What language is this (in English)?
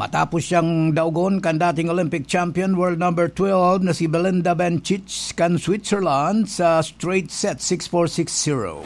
Bikol